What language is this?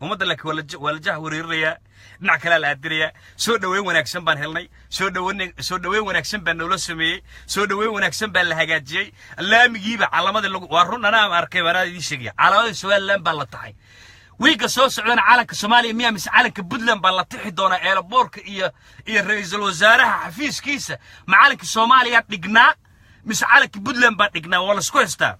Somali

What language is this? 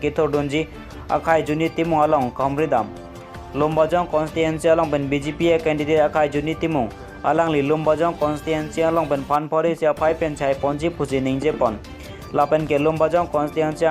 Karbi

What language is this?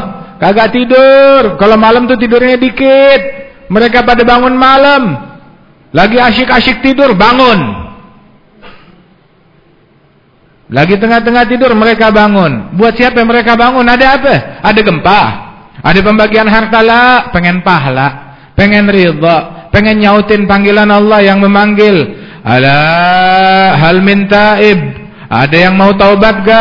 Indonesian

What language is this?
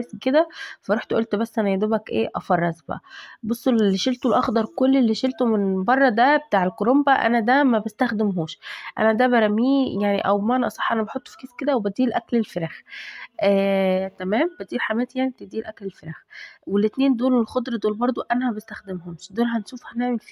Egyptian Arabic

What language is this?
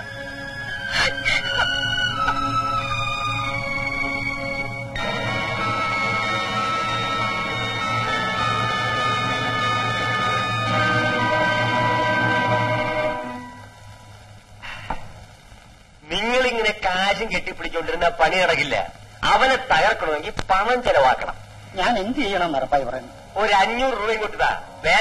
Malayalam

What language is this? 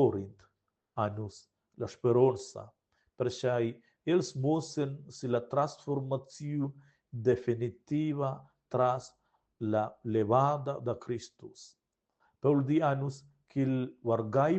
Romansh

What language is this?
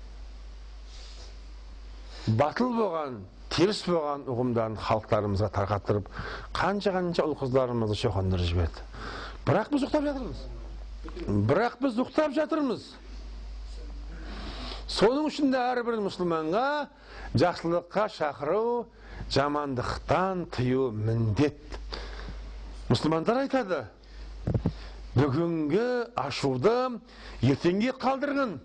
Kazakh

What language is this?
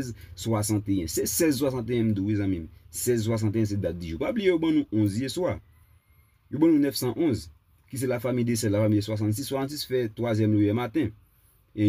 Haitian Creole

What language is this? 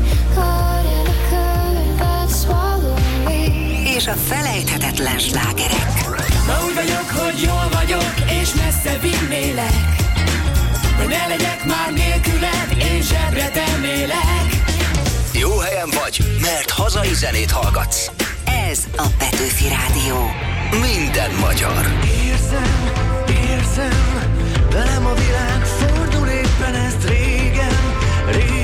Hungarian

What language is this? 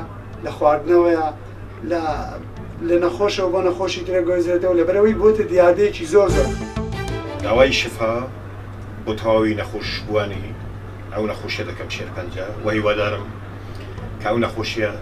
Central Kurdish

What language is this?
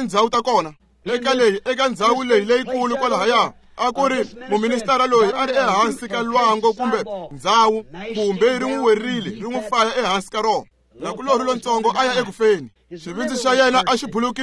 Tsonga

